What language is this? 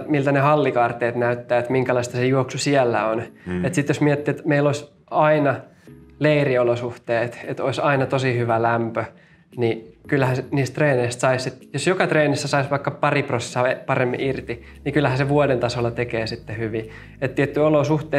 Finnish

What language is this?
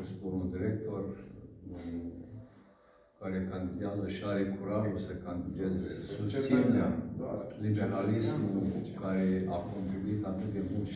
Romanian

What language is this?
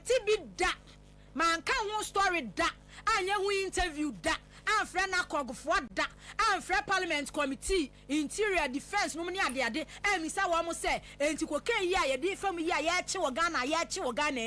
Akan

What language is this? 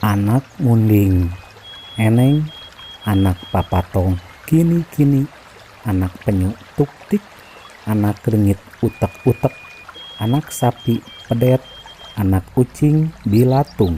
Sundanese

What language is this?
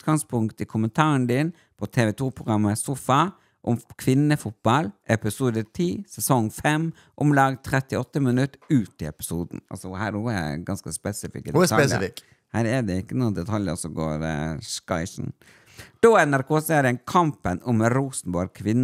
Norwegian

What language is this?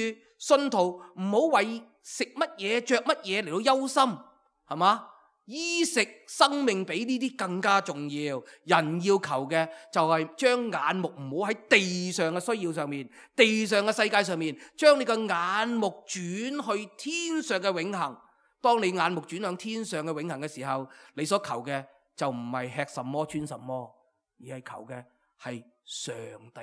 Cantonese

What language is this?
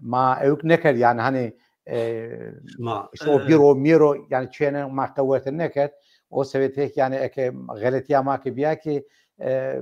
Zaza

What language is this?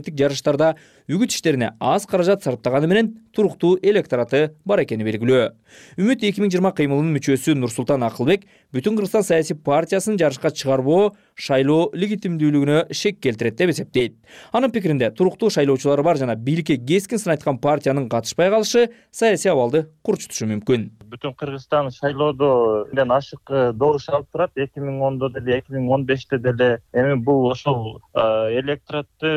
Kyrgyz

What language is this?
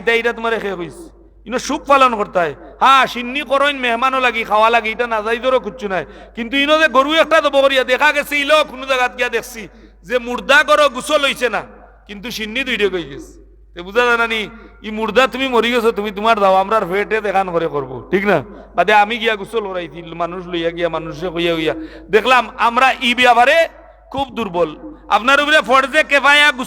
Sylheti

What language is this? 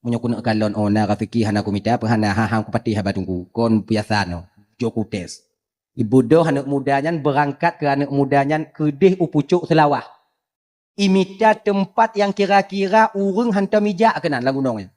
Achinese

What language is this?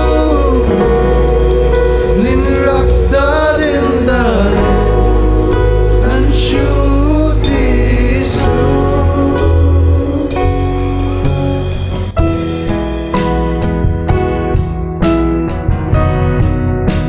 Kannada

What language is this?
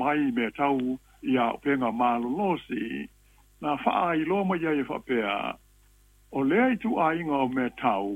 Samoan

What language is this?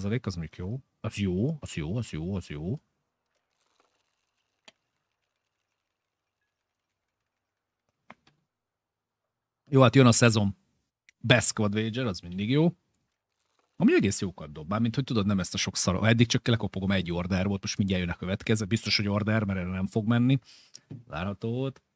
Hungarian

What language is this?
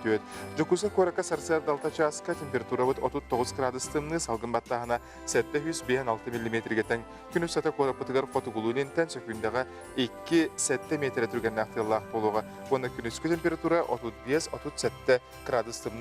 Yakut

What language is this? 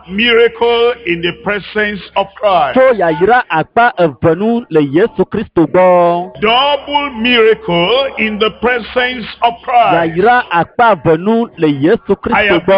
Ewe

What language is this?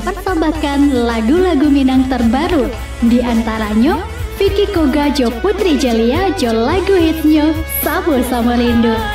Minangkabau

